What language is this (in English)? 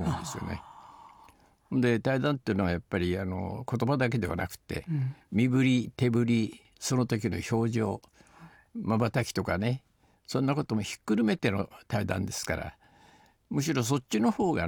Japanese